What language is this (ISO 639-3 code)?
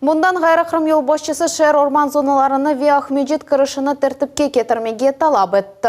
crh